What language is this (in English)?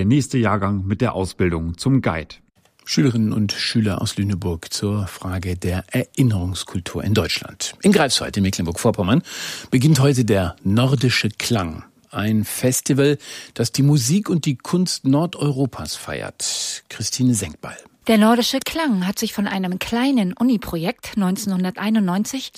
German